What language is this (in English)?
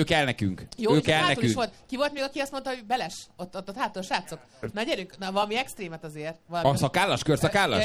Hungarian